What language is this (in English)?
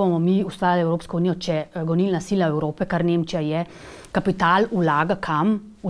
Slovenian